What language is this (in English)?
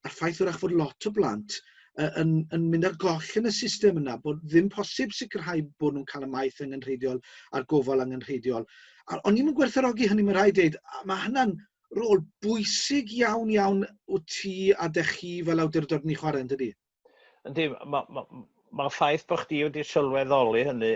Welsh